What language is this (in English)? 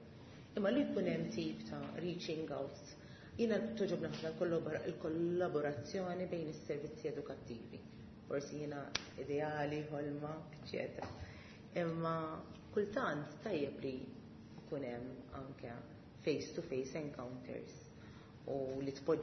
Maltese